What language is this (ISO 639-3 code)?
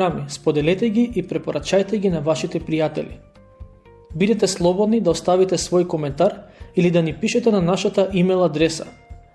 mkd